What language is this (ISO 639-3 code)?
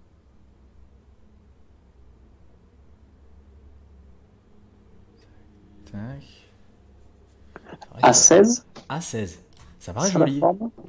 fra